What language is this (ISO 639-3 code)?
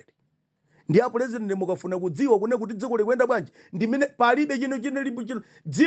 nya